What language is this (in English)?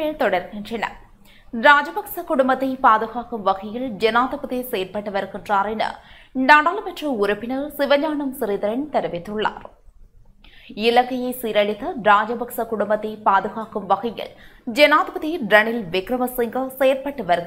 Tamil